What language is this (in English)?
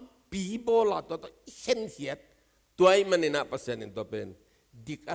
Tedim Chin